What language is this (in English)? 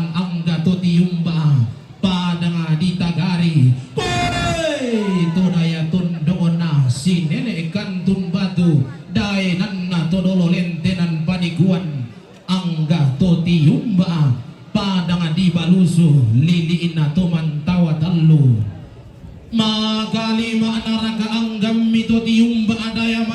Toraja-Sa'dan